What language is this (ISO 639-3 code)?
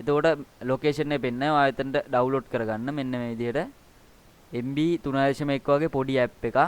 sin